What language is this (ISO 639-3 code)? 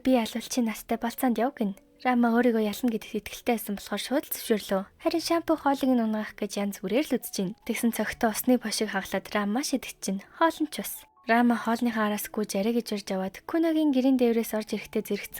mon